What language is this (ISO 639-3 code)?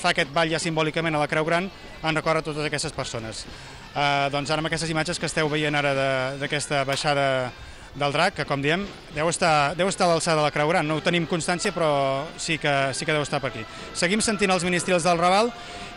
cat